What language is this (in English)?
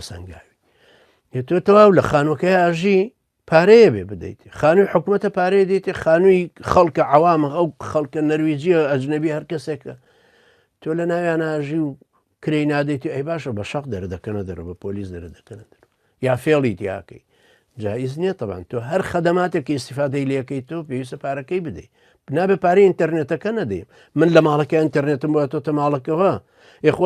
Central Kurdish